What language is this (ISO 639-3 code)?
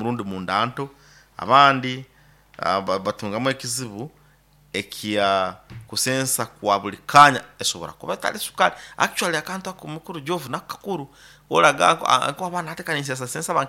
nyo